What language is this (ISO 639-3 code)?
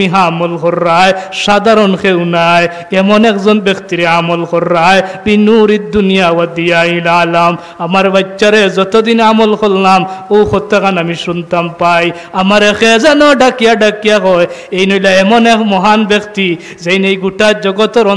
syl